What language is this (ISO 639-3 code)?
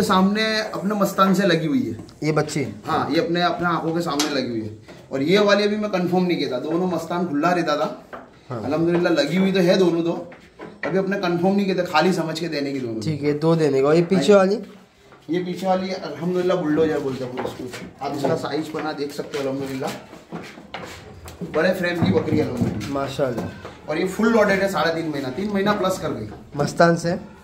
hin